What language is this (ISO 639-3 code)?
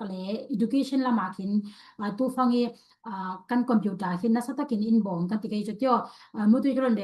cfm